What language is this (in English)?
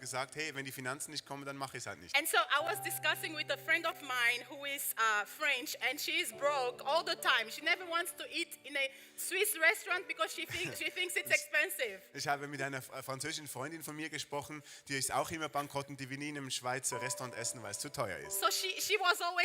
Swiss German